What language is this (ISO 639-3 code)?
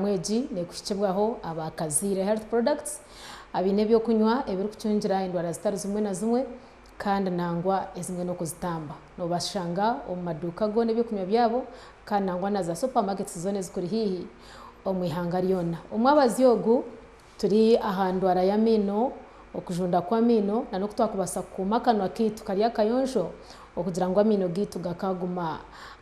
nyn